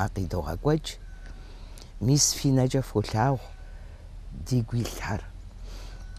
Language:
Kabardian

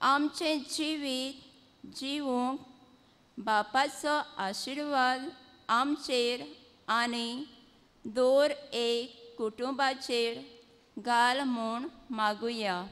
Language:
Konkani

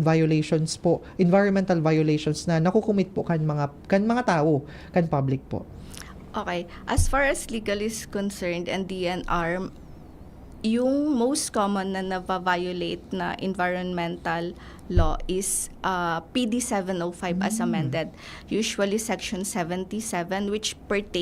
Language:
Bikol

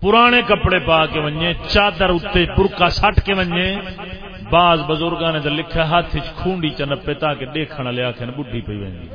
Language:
Saraiki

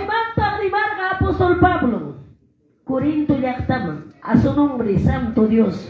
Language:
Quechua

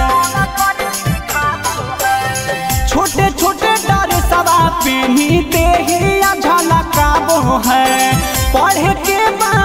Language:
Bhojpuri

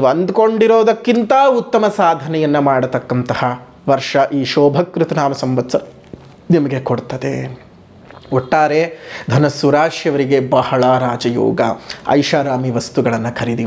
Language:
Kannada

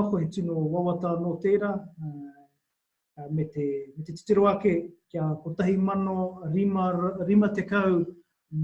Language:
Māori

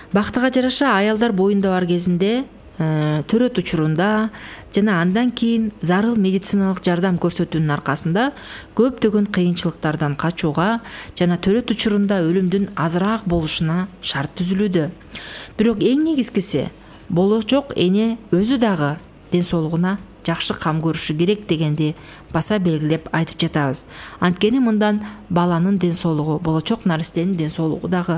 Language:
Kyrgyz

